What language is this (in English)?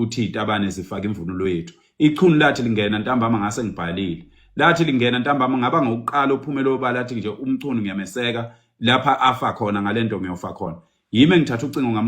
Zulu